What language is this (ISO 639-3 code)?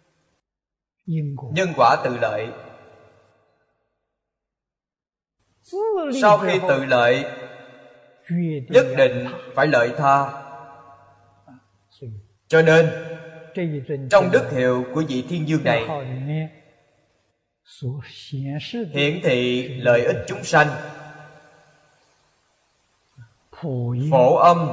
vie